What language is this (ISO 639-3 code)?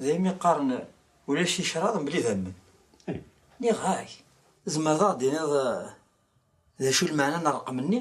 kab